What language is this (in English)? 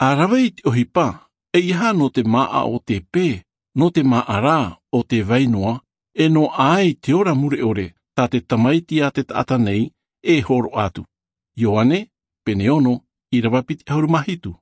Tahitian